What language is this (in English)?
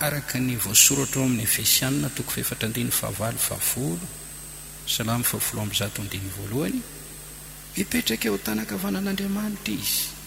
Malagasy